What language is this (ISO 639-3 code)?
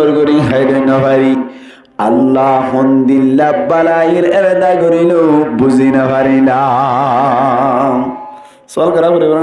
rhg